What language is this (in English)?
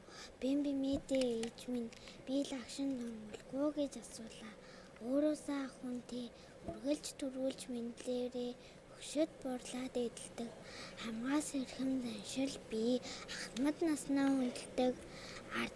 Mongolian